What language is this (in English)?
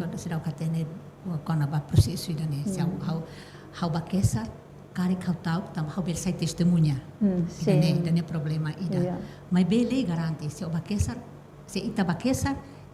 Tetum